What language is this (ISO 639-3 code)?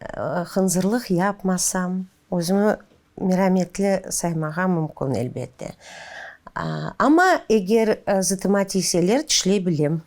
crh